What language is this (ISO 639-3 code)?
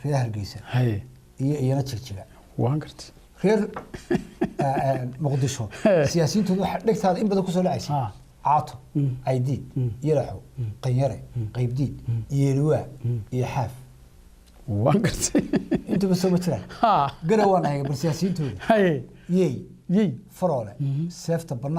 som